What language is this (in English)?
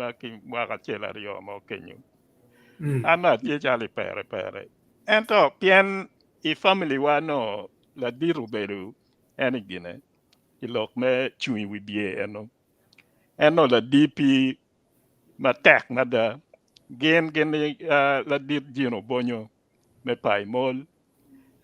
Acoli